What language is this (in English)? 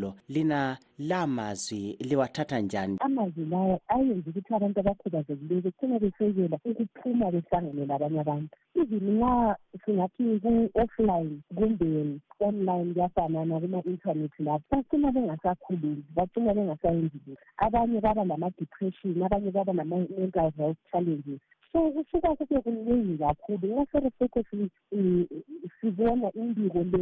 North Ndebele